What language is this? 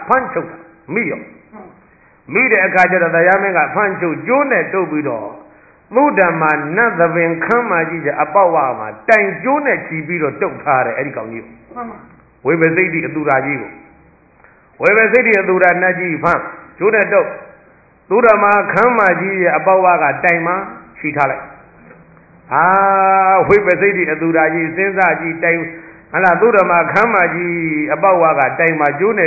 Burmese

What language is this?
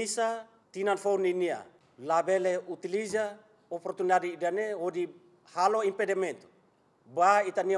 Tetum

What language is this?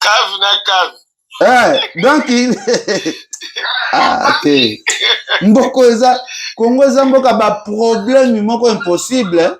Lingala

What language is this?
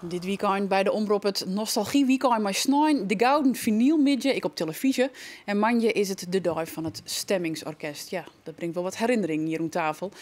Western Frisian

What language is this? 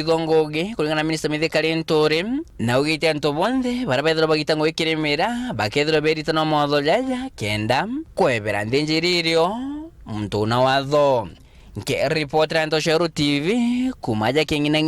Meru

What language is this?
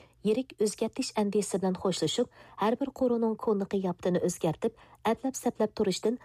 Uyghur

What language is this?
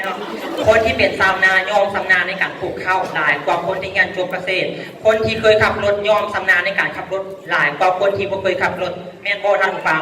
Lao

